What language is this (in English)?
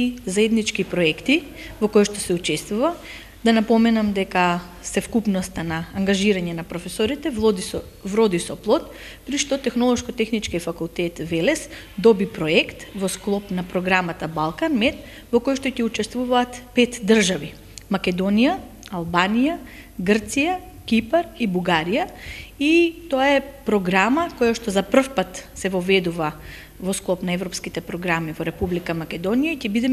Macedonian